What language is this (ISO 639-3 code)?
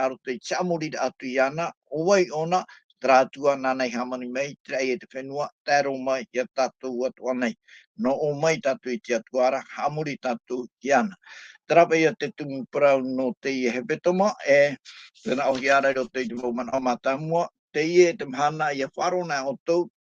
tah